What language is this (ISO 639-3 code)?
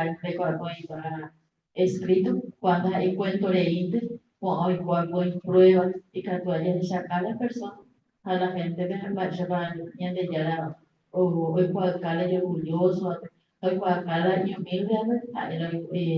grn